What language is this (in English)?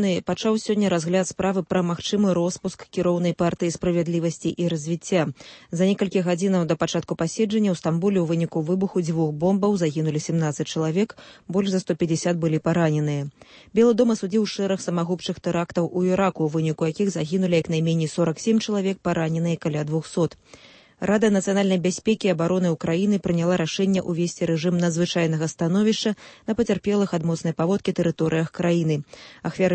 Belarusian